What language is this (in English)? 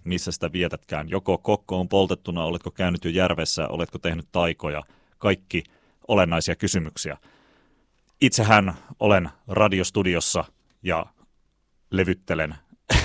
Finnish